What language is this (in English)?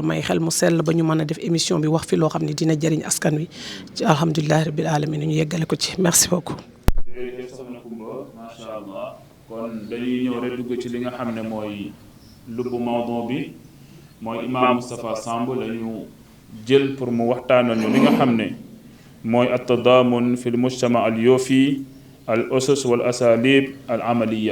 Wolof